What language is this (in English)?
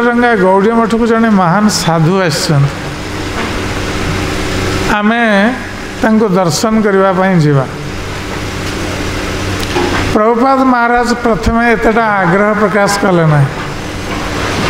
Odia